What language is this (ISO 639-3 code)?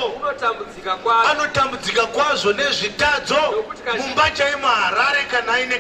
sna